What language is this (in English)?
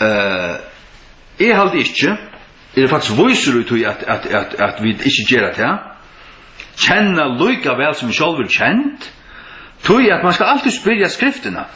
Faroese